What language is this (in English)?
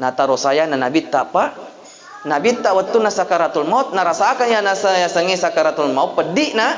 Buginese